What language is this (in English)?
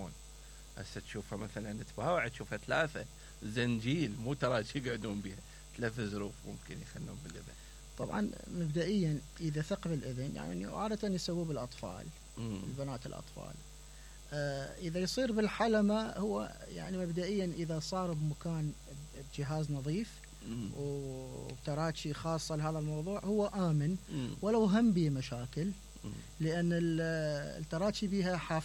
Mesopotamian Arabic